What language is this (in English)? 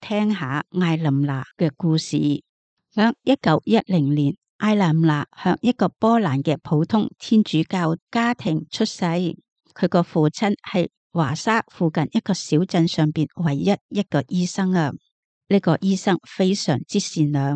Cantonese